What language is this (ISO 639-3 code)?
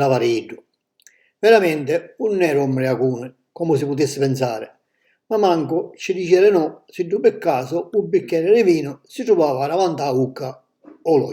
scn